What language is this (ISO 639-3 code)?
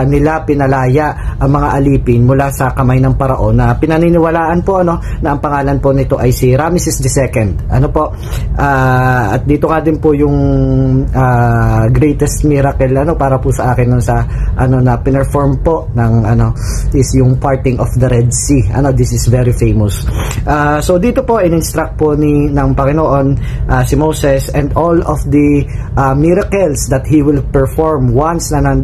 fil